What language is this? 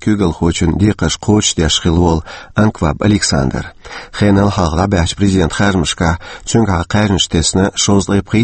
Chechen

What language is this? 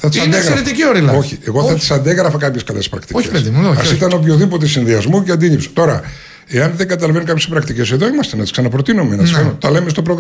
Greek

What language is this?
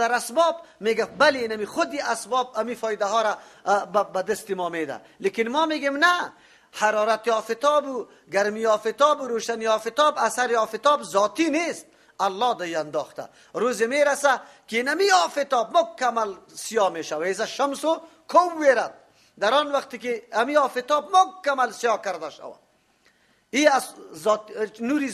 Persian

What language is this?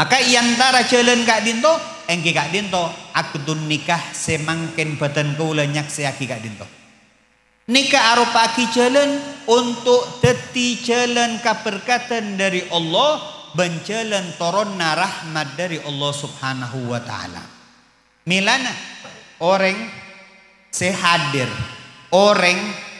Madurese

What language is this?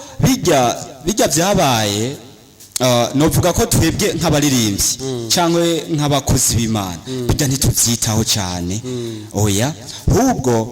Rundi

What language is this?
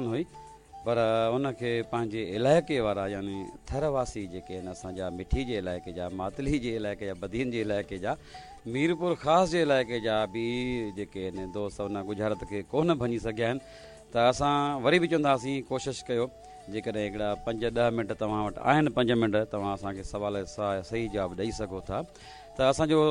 Sindhi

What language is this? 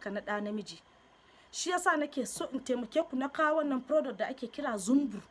Hausa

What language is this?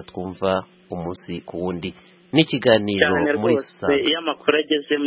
Kinyarwanda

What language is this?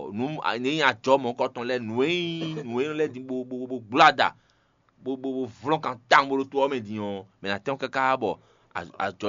Fon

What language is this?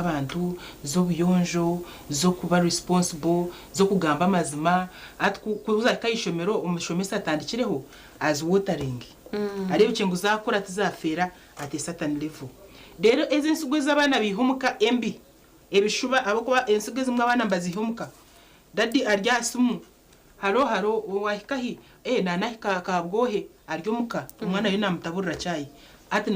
Nyankole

